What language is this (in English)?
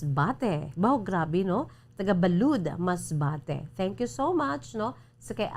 Hiligaynon